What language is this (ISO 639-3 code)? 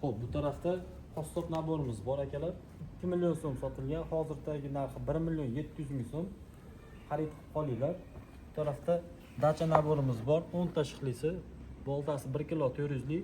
uzb